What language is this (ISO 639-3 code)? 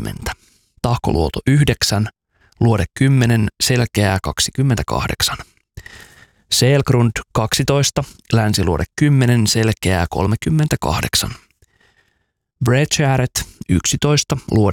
fin